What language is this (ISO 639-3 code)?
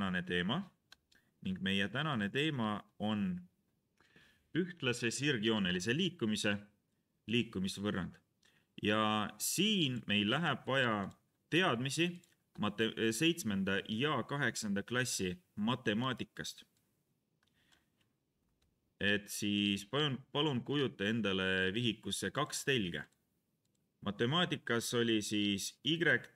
est